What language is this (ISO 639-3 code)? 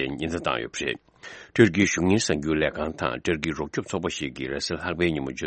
bod